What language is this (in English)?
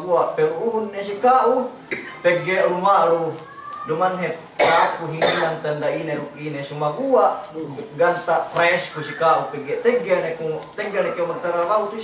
Yakan